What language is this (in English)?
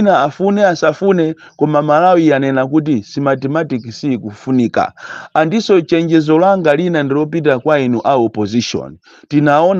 Nyanja